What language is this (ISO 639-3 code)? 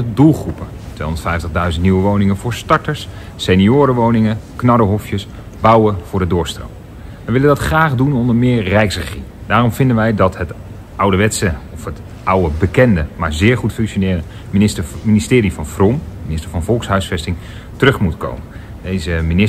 nld